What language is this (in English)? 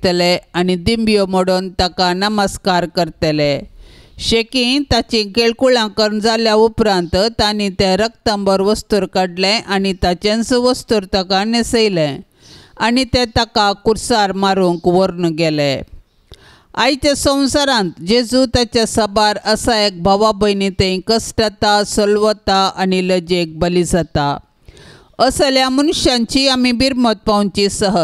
Konkani